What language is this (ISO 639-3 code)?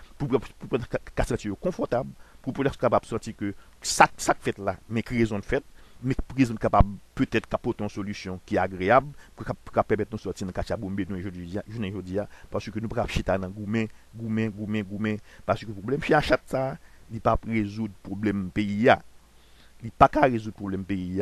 hat